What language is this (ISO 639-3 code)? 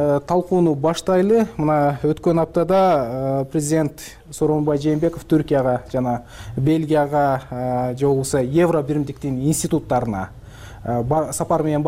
kir